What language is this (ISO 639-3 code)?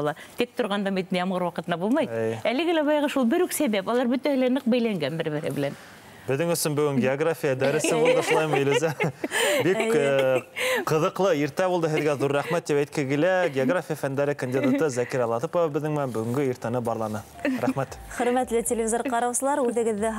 bak